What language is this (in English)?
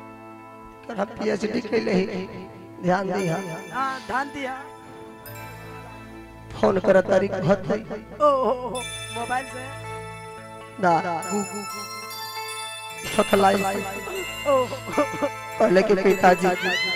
Bhojpuri